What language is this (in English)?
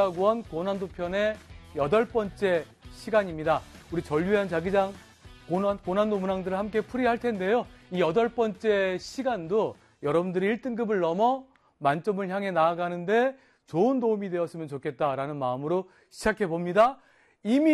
Korean